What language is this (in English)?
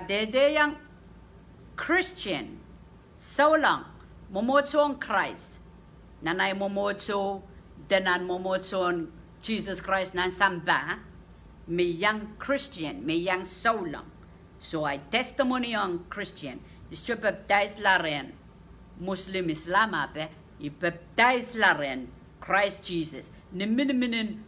Pohnpeian